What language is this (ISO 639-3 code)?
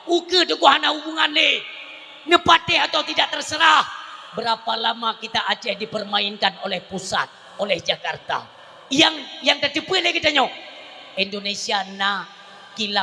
ace